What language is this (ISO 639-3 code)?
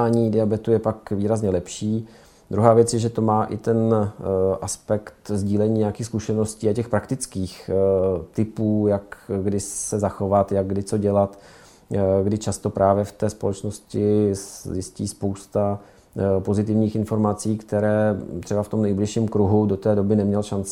ces